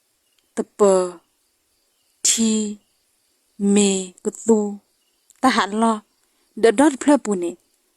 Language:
S'gaw Karen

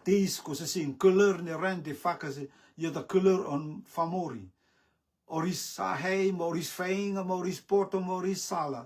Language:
Rotuman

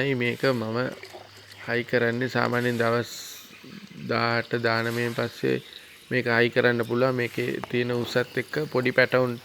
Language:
Sinhala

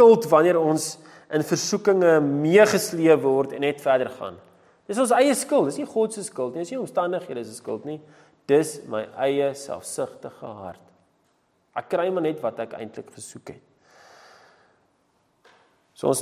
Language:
Afrikaans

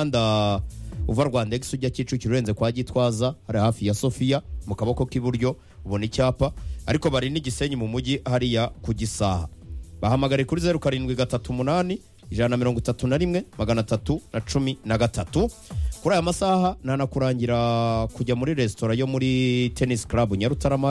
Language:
Kinyarwanda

